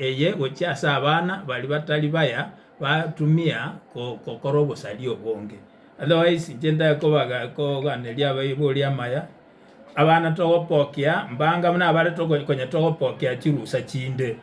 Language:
Gusii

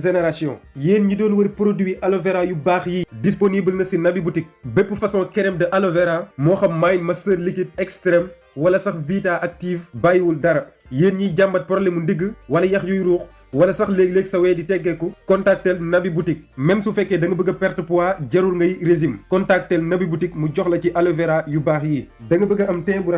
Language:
Wolof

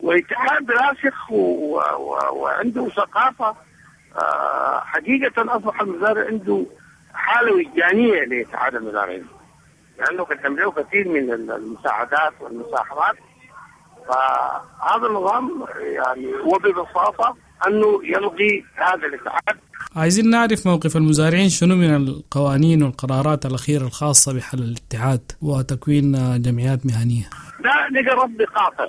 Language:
Sudanese Arabic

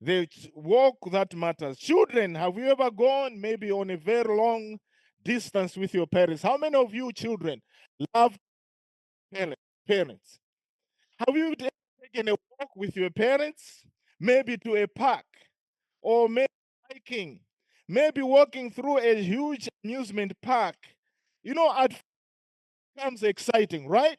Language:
English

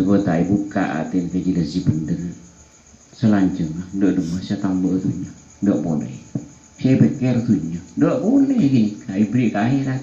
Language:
Madurese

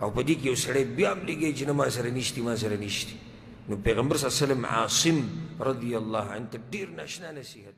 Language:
Pashto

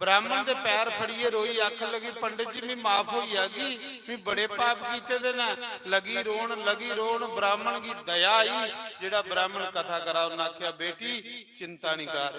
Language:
Dogri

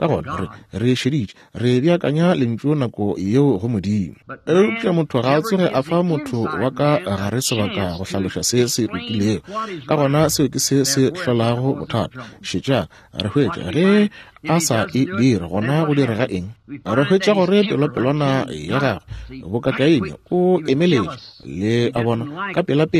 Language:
Northern Sotho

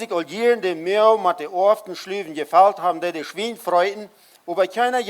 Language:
Plautdietsch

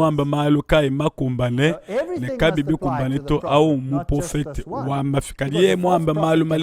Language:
Luba-Lulua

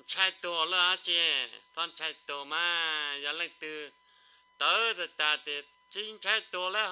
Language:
Hmong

